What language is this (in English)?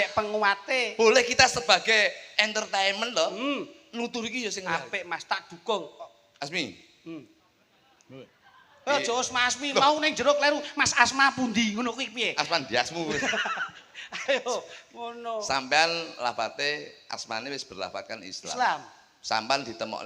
Javanese